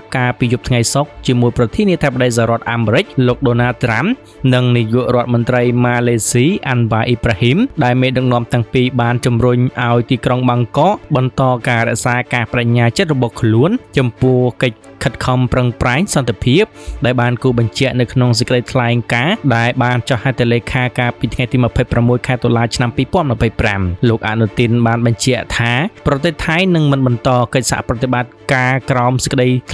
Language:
Khmer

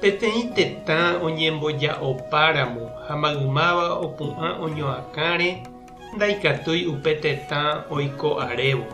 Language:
Guarani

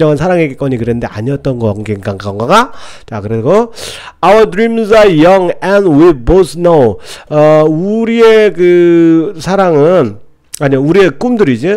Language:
Korean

